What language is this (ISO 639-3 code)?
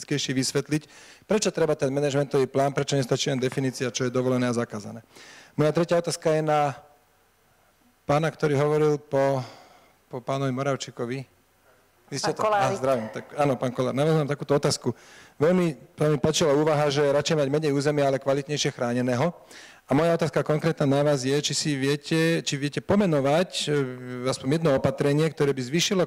slk